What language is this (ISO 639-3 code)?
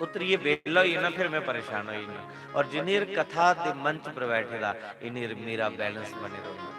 doi